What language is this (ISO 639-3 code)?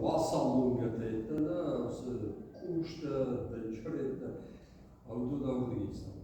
oss